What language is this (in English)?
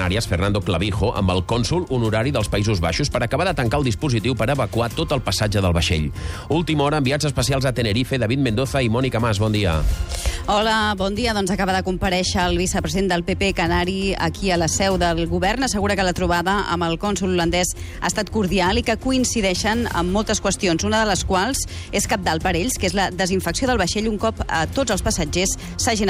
Catalan